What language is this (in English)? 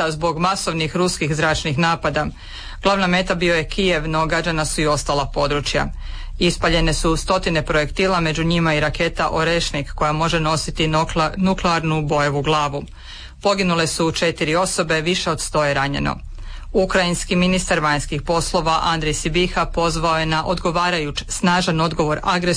Croatian